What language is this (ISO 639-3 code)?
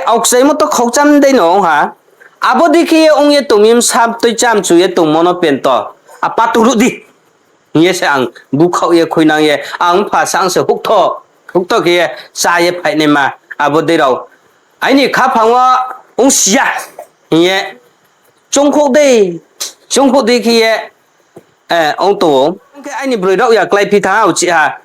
ria